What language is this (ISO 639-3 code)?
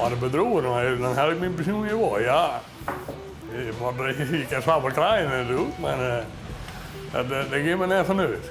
fry